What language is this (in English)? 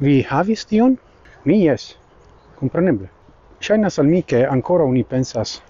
Esperanto